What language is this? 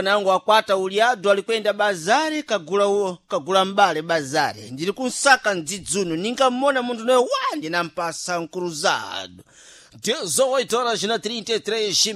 Sena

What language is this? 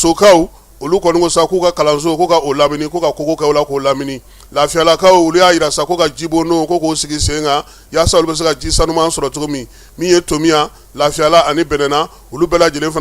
Bambara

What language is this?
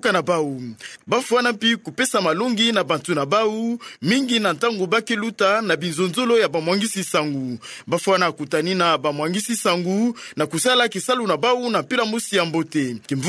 Kituba (Democratic Republic of Congo)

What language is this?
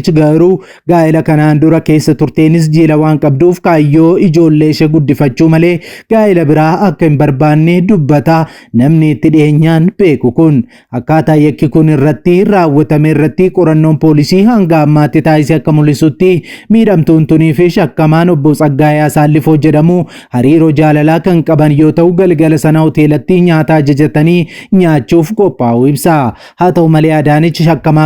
Oromo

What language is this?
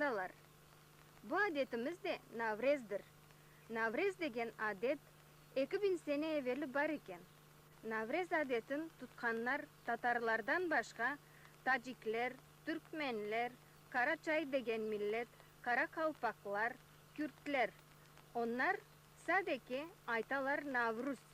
Crimean Tatar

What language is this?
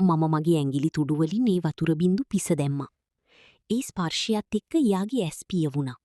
Sinhala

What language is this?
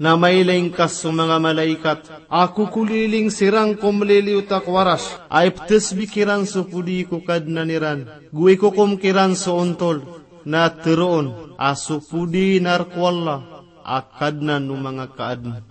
Maranao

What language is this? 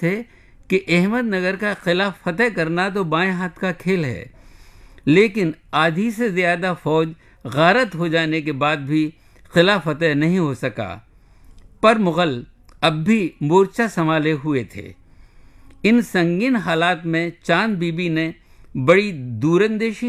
Urdu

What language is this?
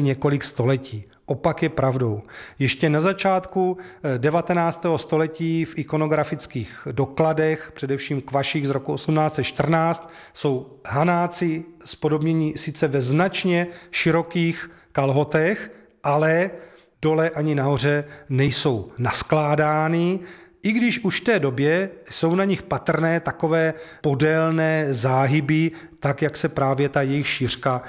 Czech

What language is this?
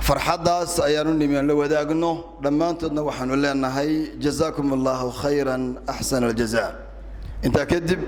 Somali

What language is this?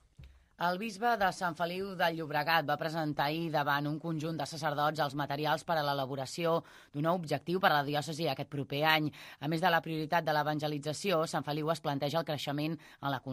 Catalan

